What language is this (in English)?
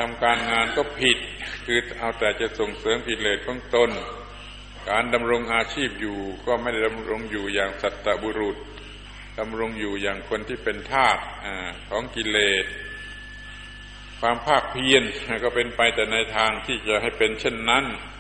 Thai